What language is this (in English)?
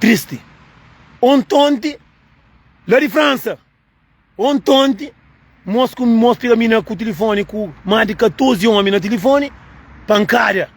Kabuverdianu